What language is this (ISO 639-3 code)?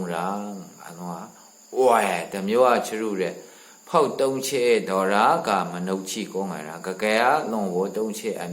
mhx